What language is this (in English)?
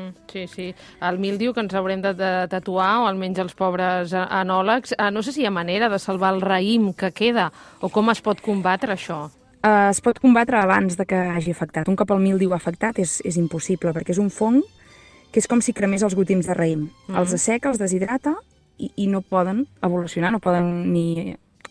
Catalan